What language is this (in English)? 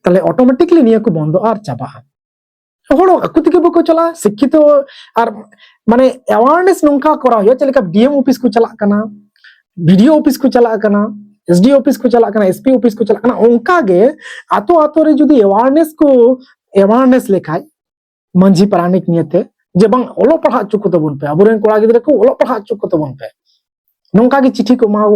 Santali